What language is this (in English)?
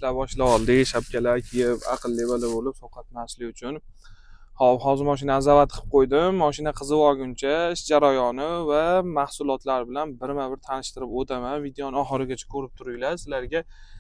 Uzbek